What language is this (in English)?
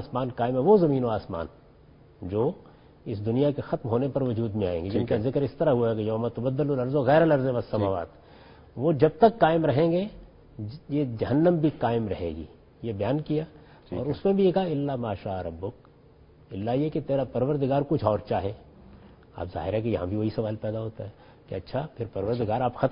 Urdu